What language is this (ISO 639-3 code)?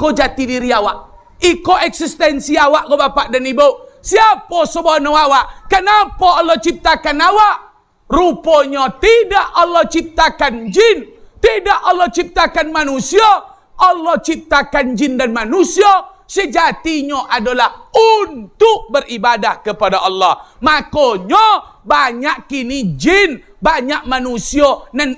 min